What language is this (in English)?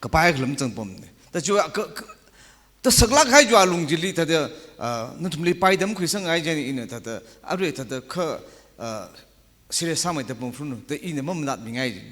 Tangkhul Naga (India)